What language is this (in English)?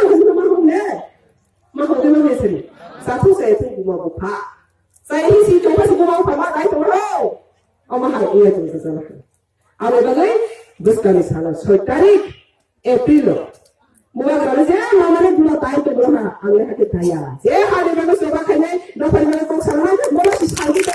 Riang (India)